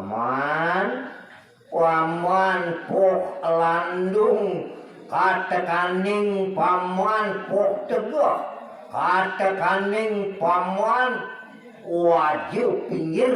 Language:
Balinese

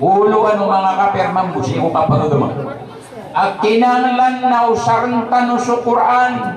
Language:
Maranao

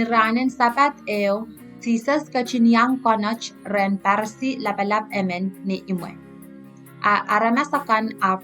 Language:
Pohnpeian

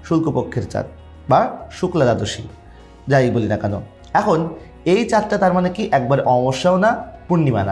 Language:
Bangla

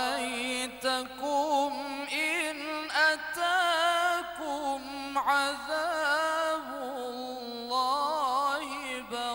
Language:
Arabic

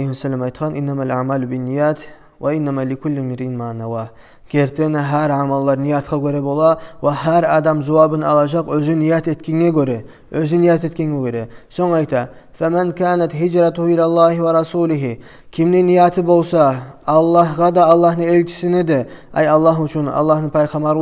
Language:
Kumyk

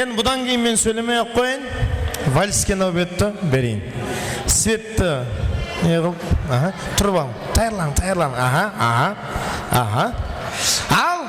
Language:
Kara-Kalpak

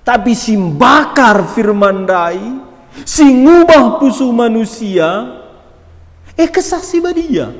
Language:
Batak Karo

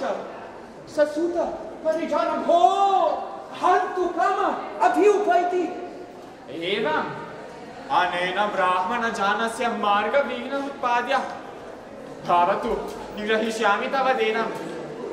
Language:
Sanskrit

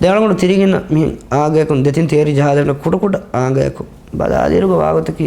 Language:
Divehi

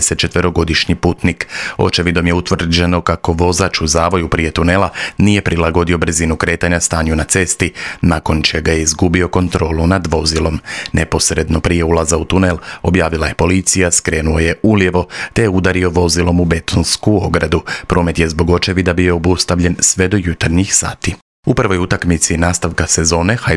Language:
Croatian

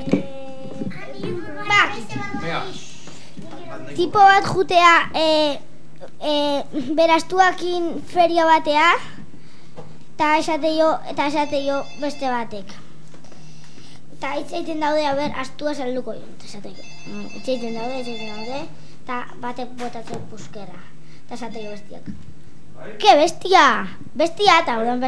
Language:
Basque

